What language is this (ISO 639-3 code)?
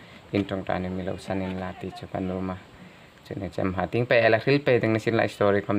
hmr